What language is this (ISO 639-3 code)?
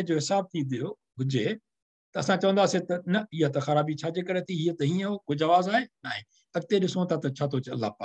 snd